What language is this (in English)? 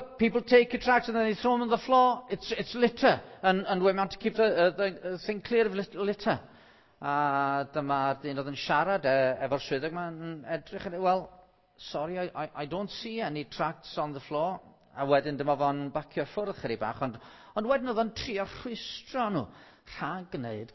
Welsh